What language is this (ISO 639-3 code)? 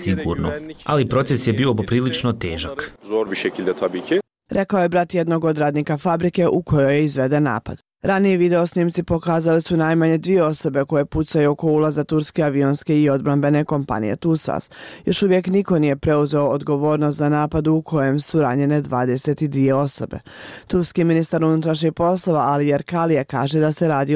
bos